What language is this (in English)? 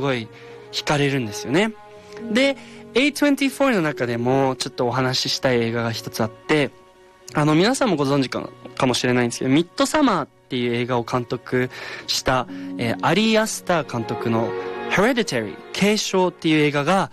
Japanese